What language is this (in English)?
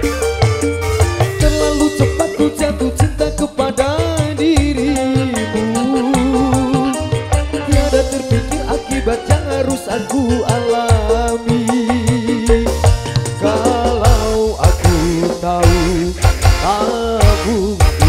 Indonesian